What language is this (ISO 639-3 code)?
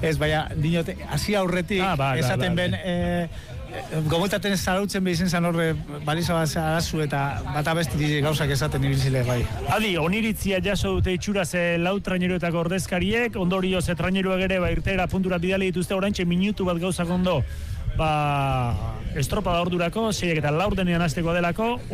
eus